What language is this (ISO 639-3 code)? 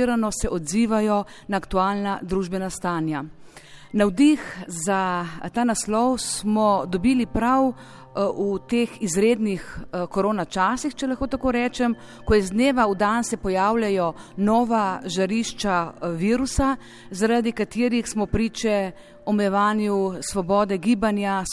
slv